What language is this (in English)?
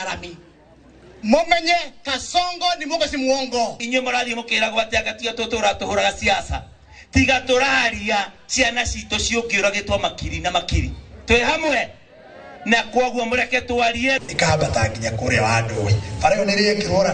Kikuyu